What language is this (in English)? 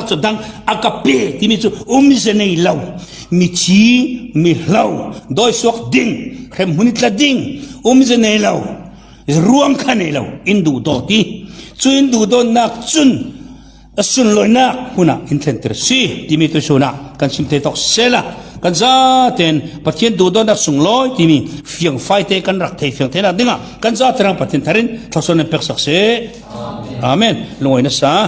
Falam Chin